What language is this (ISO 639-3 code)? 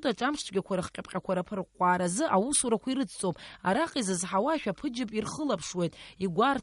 abk